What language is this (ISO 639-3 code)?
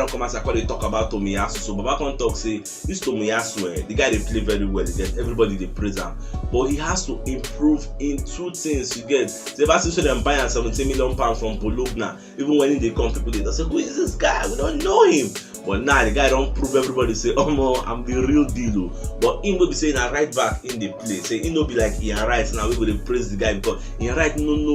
pcm